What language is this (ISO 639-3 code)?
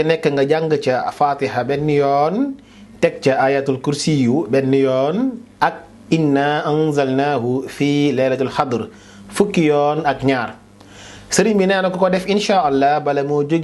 wol